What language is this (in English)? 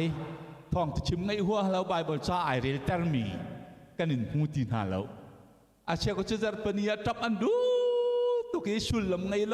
Hakha Chin